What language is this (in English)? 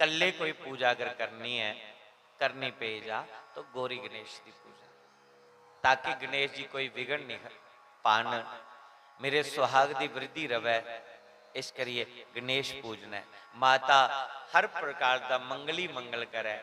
Dogri